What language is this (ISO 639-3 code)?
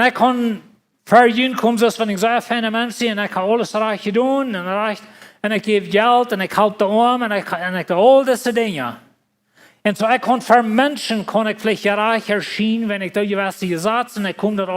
pdt